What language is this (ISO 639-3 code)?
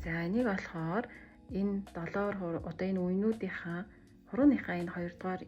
mon